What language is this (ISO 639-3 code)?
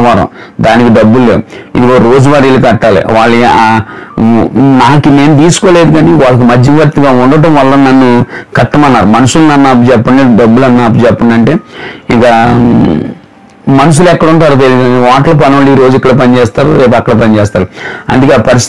tel